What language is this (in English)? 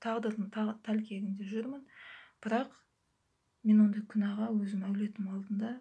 Kazakh